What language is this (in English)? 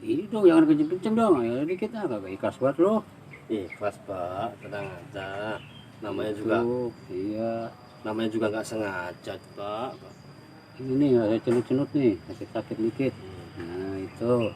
Betawi